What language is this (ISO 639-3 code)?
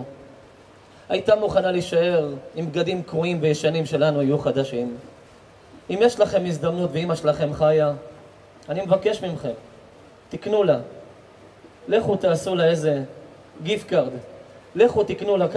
heb